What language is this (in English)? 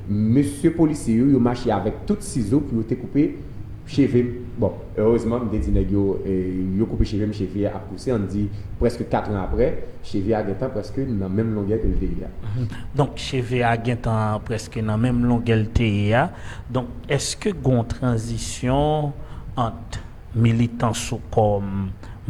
Haitian Creole